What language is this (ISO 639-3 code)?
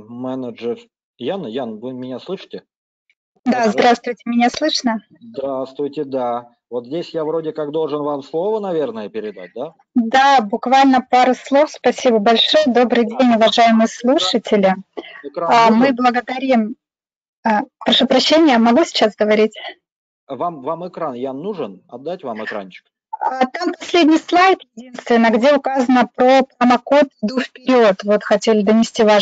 rus